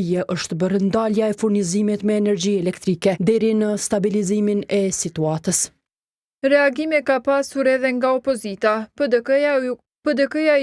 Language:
Albanian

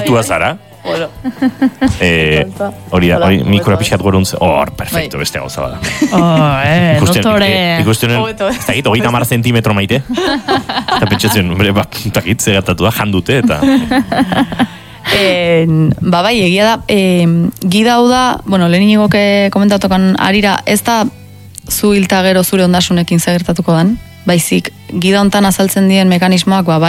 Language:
Basque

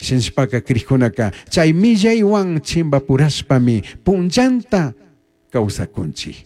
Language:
Chimborazo Highland Quichua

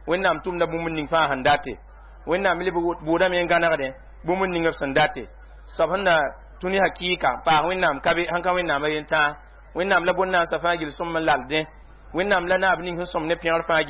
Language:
Mossi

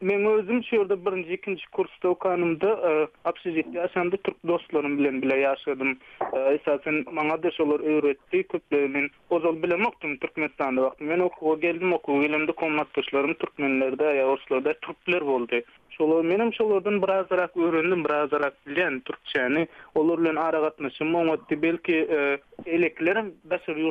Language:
Turkmen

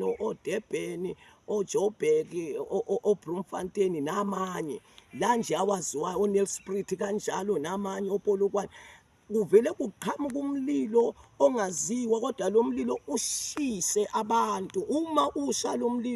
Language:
Zulu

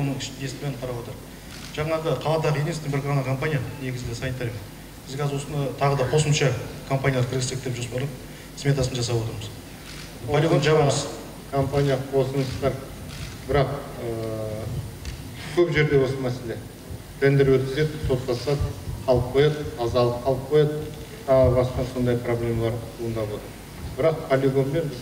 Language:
Kazakh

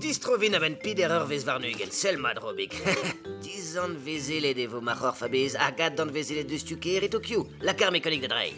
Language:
Breton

